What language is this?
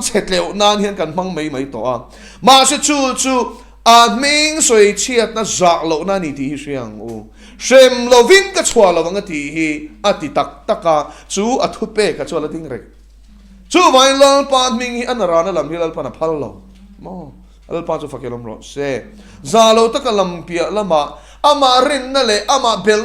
Mizo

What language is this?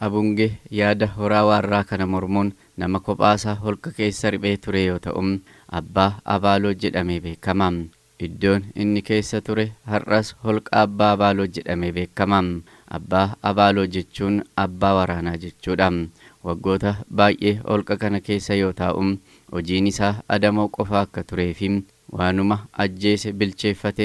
Oromo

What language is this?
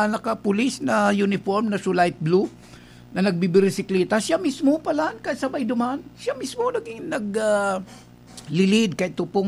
Bikol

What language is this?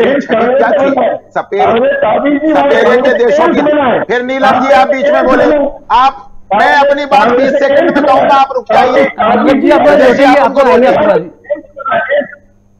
Hindi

